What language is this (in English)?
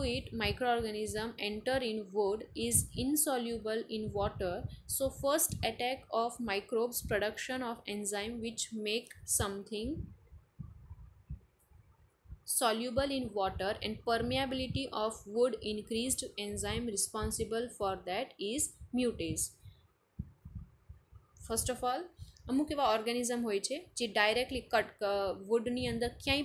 Gujarati